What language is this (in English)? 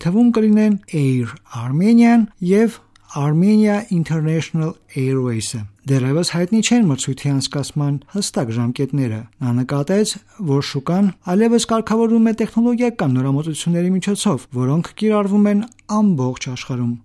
Armenian